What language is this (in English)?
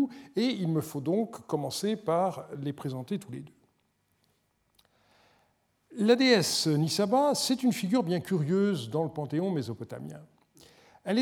French